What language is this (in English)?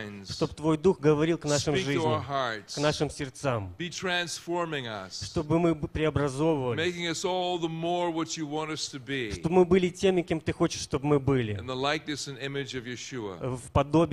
Russian